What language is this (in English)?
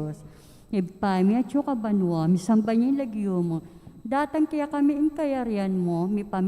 Pampanga